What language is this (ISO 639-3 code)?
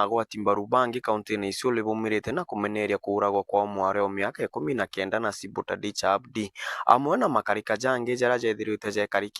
mer